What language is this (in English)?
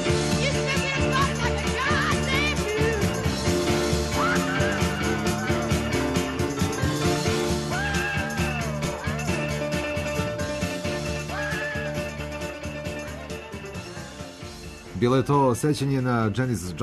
Serbian